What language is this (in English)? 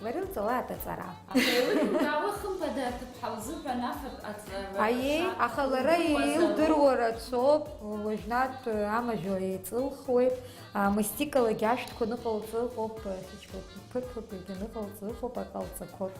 Abkhazian